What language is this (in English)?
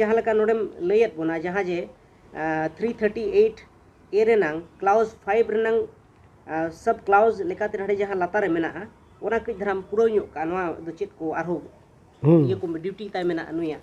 Santali